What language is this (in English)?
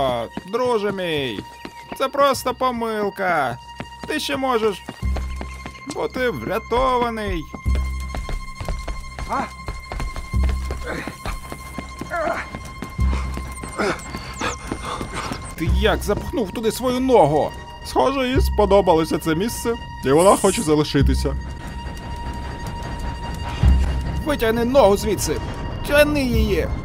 Ukrainian